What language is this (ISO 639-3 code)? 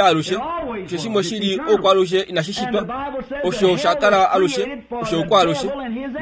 kua